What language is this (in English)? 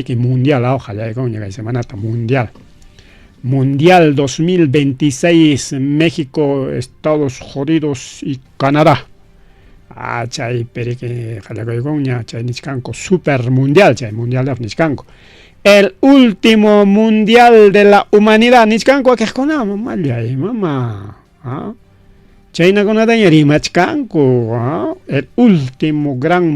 Ayacucho Quechua